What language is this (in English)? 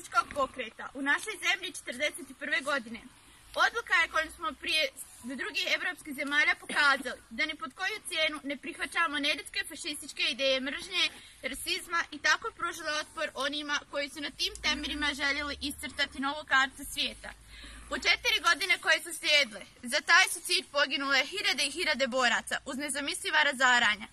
Bosnian